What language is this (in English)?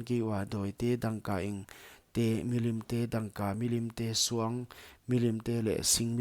Paite Chin